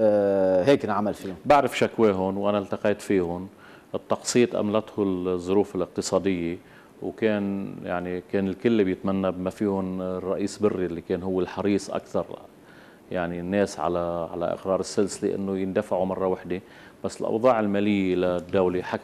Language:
North Levantine Arabic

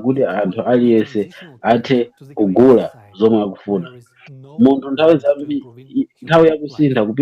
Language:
Nyanja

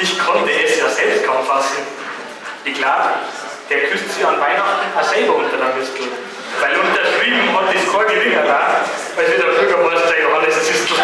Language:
Bavarian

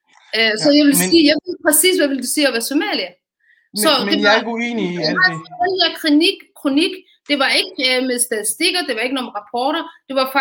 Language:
Danish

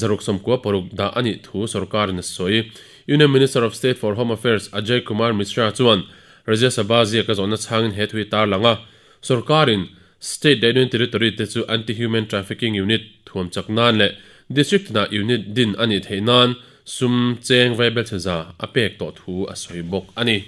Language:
Mizo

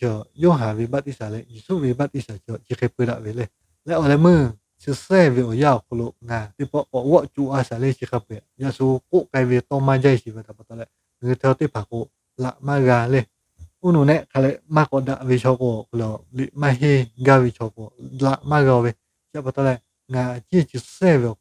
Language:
Lahu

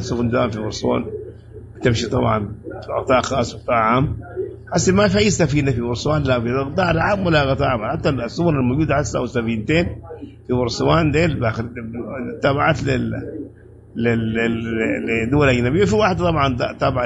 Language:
Sudanese Arabic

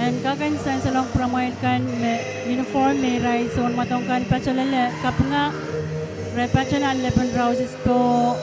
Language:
Pohnpeian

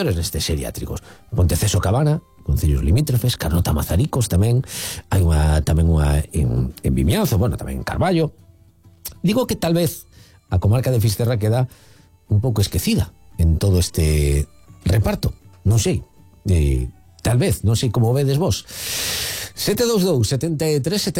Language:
Galician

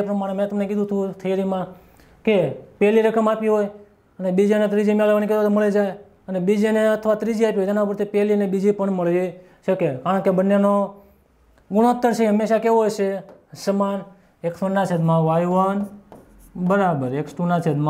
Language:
Gujarati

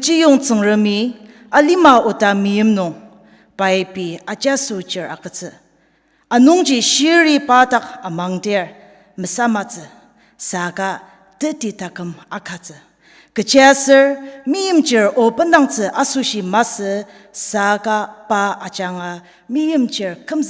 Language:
Ao Naga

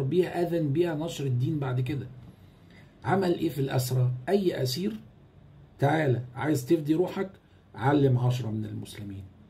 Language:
Egyptian Arabic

